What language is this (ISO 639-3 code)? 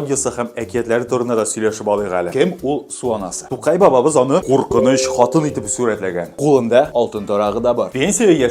tat